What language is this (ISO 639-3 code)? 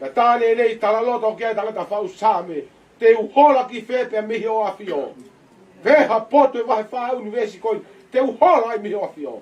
ton